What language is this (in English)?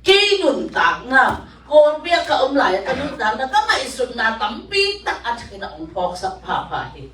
Tedim Chin